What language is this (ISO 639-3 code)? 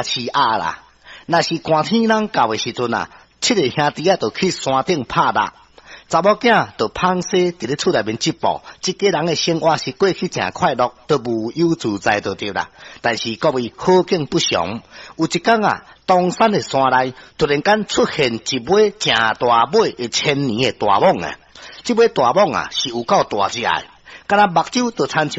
nan